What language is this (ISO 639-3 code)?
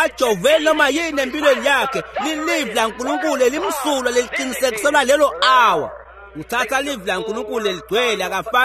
ssw